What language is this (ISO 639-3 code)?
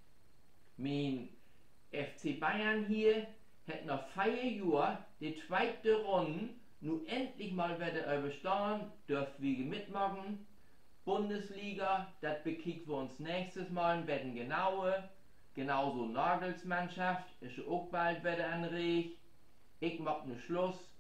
nds